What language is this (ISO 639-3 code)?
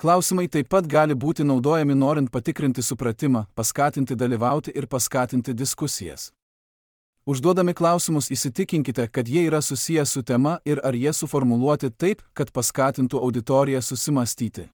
lit